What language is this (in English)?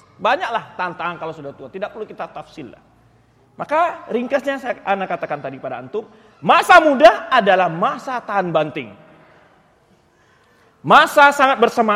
Indonesian